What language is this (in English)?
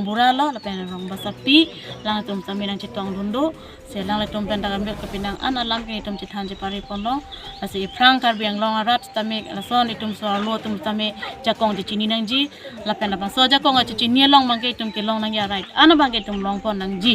Karbi